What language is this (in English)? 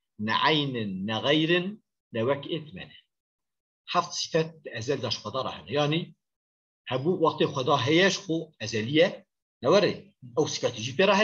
Kurdish